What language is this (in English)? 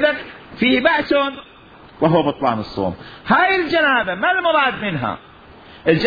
Mesopotamian Arabic